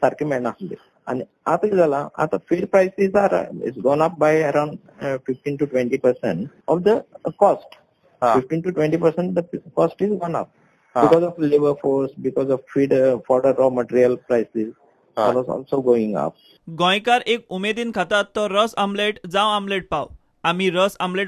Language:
Konkani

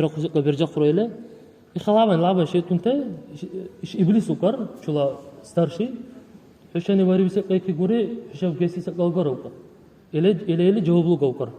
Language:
Dargwa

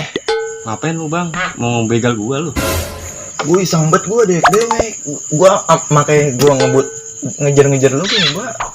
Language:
Betawi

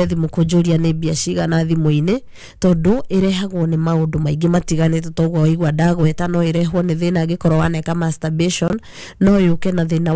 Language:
Kikuyu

